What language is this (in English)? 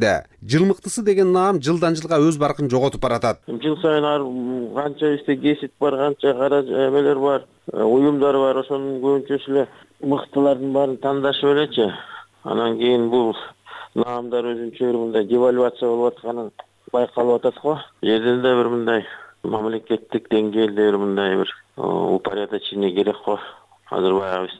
Kyrgyz